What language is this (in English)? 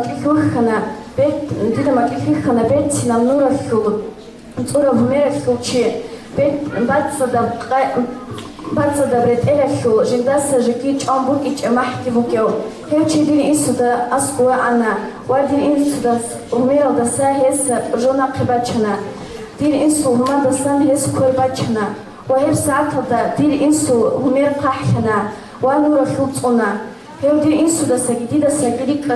Avaric